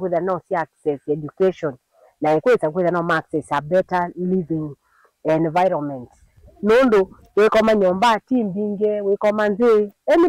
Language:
Kamba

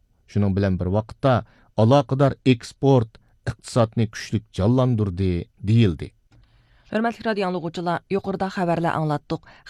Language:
Uyghur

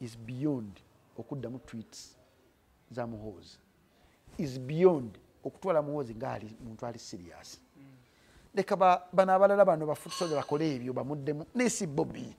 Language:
Ganda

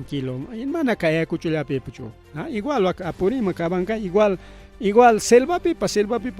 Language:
Ayacucho Quechua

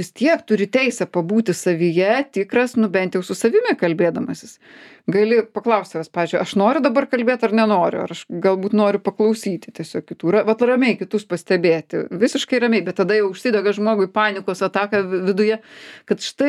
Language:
Lithuanian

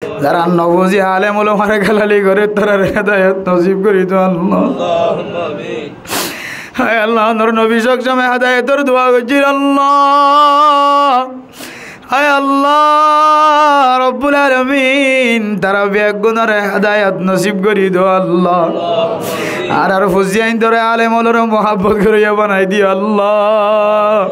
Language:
Rohingya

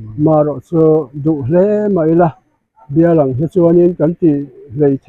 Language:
Mizo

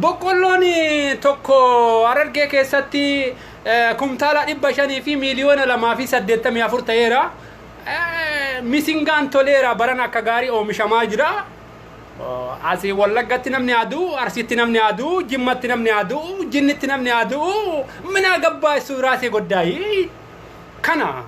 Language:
Oromo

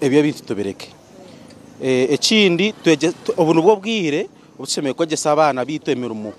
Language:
Nyankole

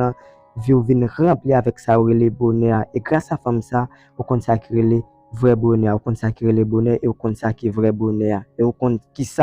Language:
Haitian Creole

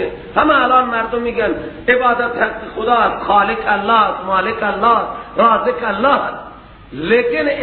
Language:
Persian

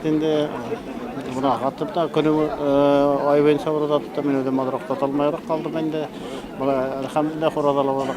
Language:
Bashkir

